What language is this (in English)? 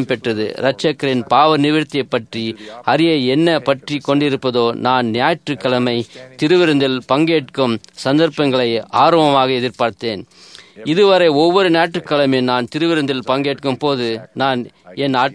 Tamil